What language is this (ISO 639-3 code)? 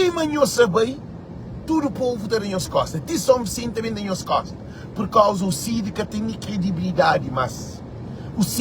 kea